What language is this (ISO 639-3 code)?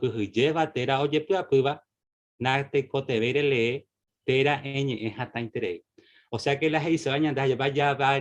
grn